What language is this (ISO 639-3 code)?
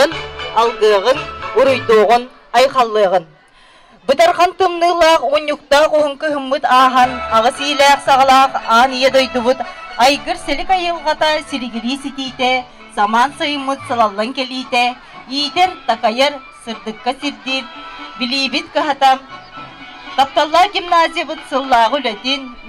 sah